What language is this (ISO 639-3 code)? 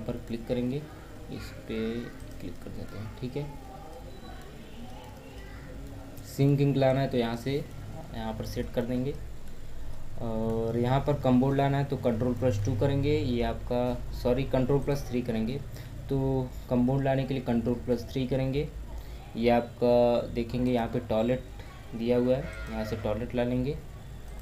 hin